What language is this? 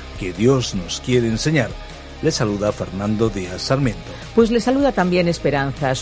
Spanish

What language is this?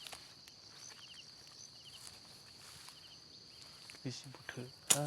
Lao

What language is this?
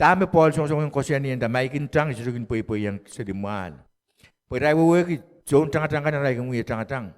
Pohnpeian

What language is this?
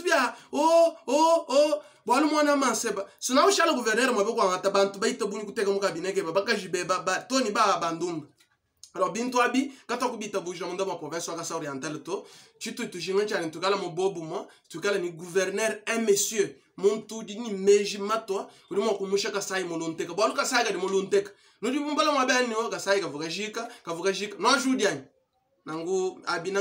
Luba-Lulua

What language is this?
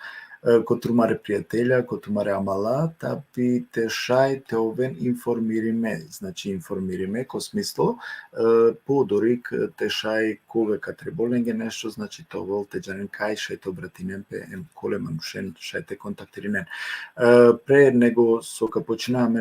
Balkan Romani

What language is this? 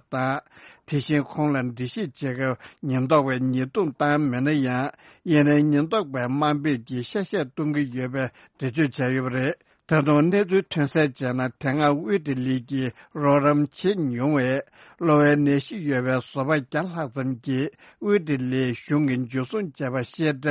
Tibetan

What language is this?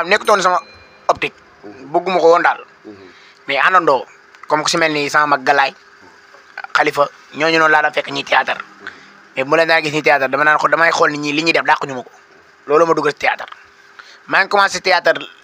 Wolof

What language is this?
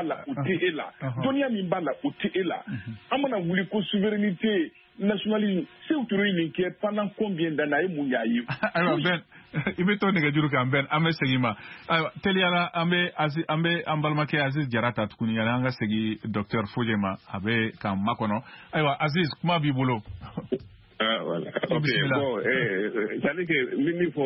Bambara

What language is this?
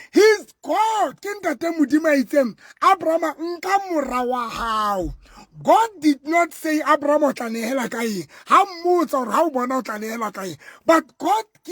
Southern Sotho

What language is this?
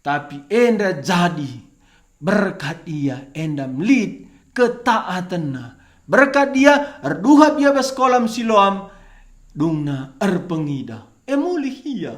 Batak Karo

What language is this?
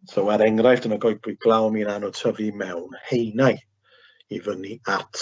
Welsh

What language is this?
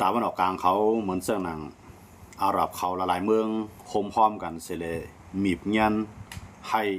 Shan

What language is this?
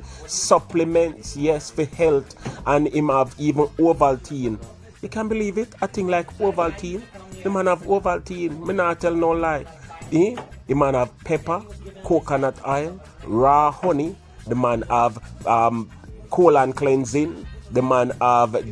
Jamaican Creole English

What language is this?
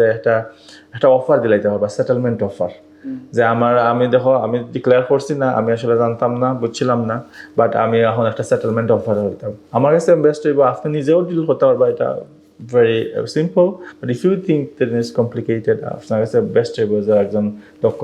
Sylheti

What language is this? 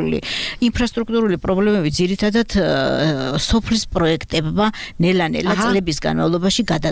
Georgian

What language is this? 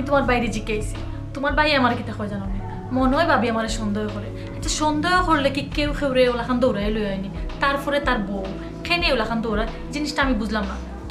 Sylheti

